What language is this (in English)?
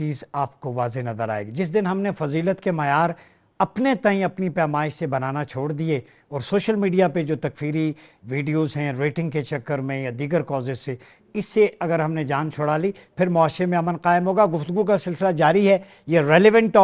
Urdu